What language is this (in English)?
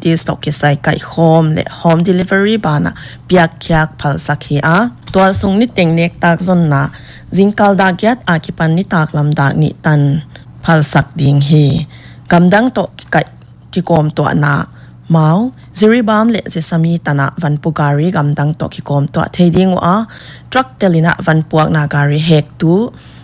Paite Chin